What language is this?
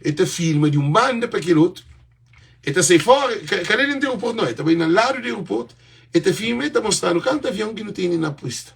Kabuverdianu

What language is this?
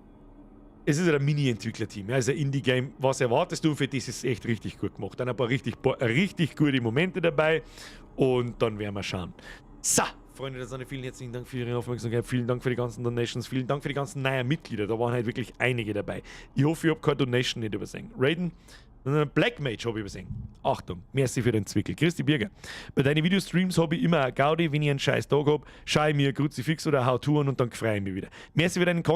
Bavarian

